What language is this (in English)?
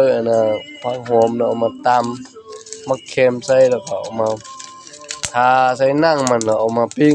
Hmong